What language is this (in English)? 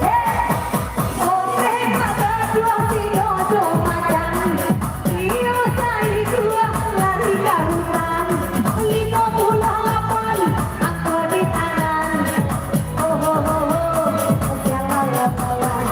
Minangkabau